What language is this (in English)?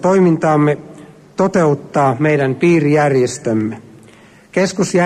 Finnish